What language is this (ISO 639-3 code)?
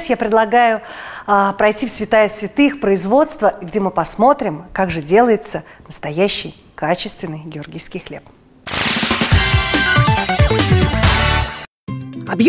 rus